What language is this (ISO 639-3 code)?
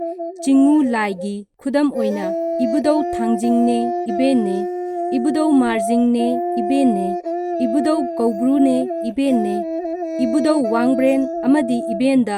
mni